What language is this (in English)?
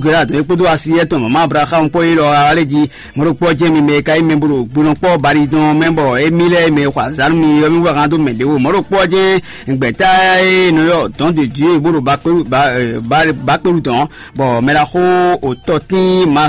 Fon